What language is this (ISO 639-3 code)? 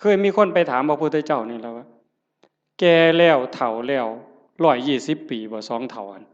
tts